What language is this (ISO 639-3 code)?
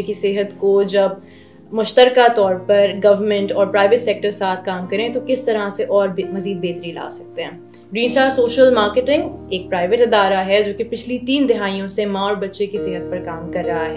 urd